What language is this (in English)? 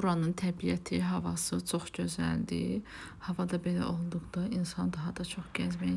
Azerbaijani